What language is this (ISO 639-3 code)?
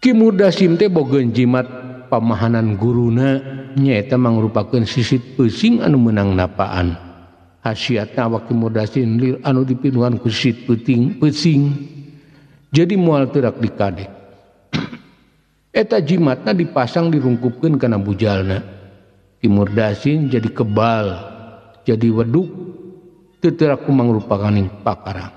sun